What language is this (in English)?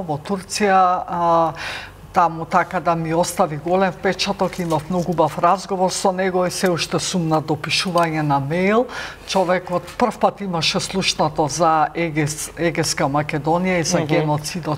Macedonian